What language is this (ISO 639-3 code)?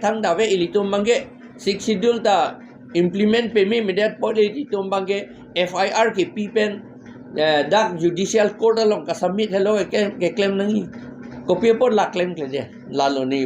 mjw